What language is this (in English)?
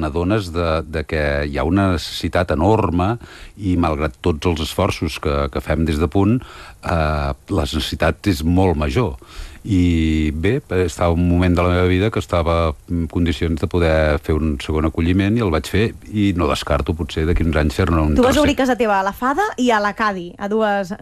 Catalan